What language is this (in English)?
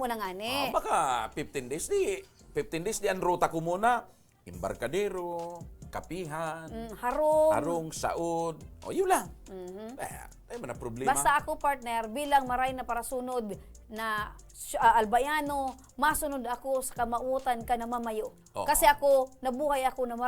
Bikol